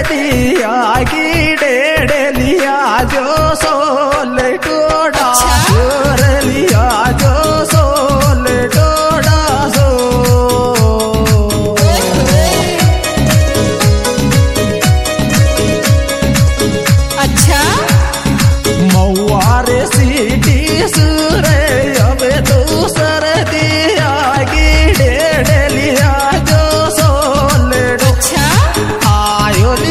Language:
Hindi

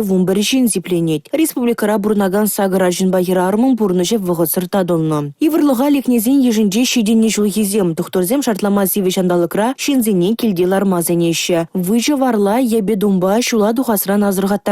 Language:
Chuvash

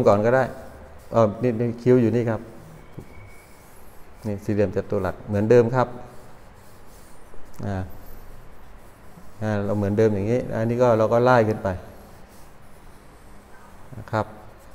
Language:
Thai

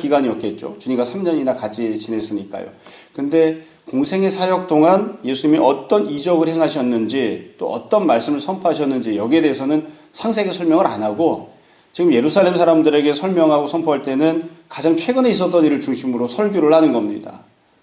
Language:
Korean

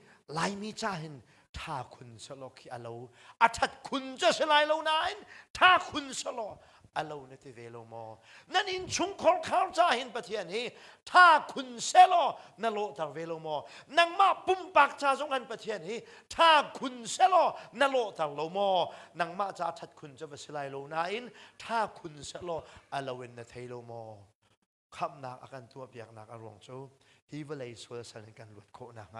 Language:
Hakha Chin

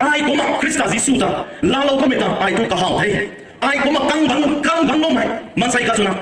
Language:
Rongmei Naga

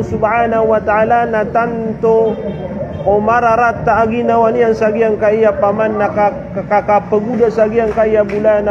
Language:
Maranao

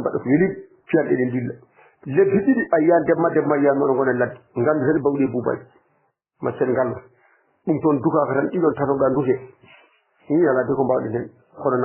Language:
Fula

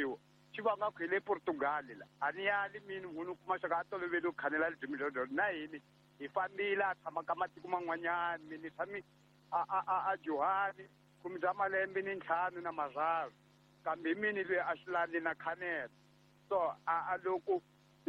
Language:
Tsonga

